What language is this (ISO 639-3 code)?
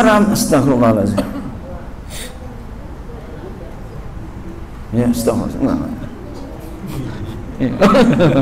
ind